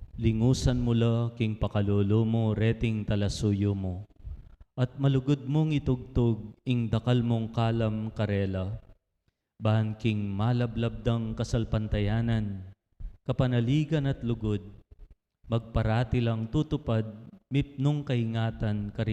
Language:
Pampanga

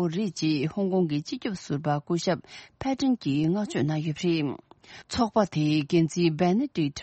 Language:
Tibetan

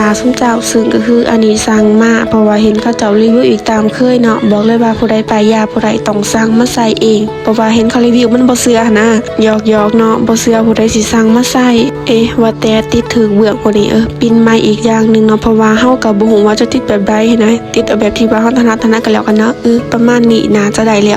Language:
Lao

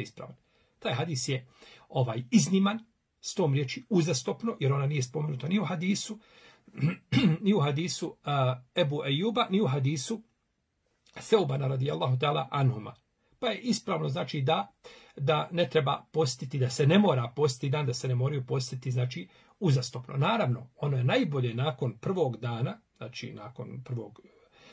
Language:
Bosnian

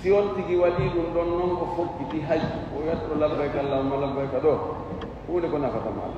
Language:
Fula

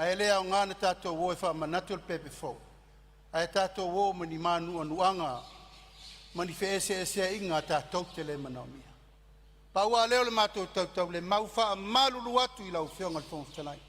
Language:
Samoan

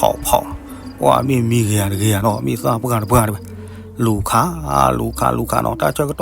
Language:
S'gaw Karen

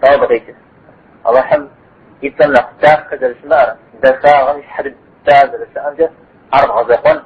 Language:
Kabardian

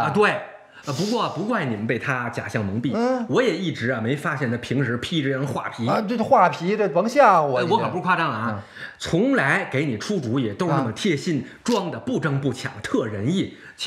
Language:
Chinese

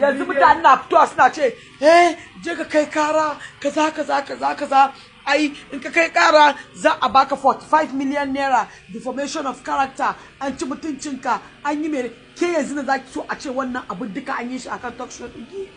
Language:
Hausa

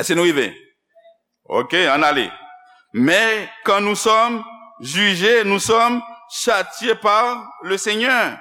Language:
Haitian Creole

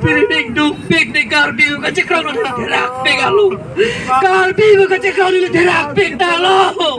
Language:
Karbi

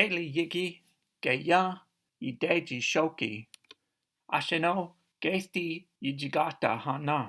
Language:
Cherokee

